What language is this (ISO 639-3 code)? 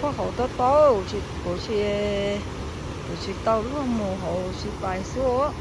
hmn